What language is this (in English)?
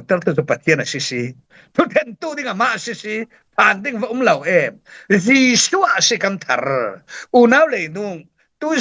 Falam Chin